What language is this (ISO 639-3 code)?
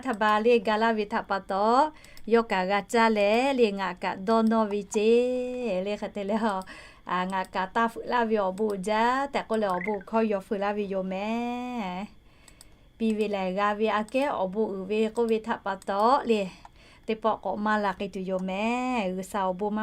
lhu